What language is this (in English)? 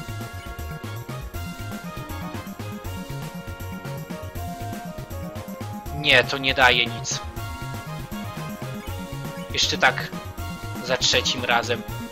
Polish